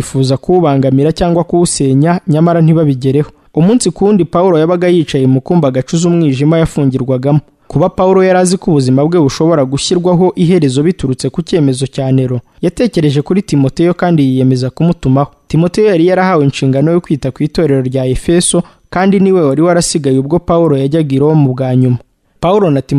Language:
Kinyarwanda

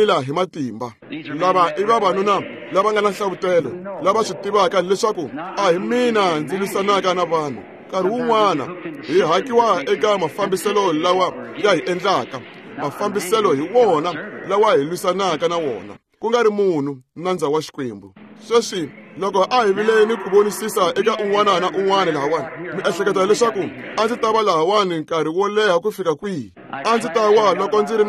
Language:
Tsonga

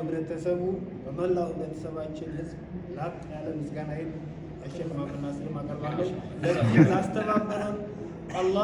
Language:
Amharic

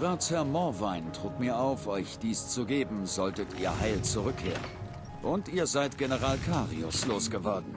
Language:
Bavarian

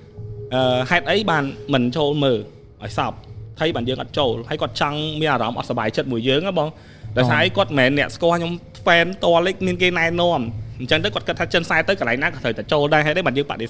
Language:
Khmer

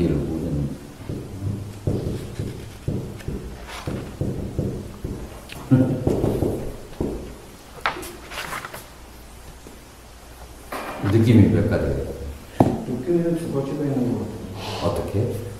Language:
Korean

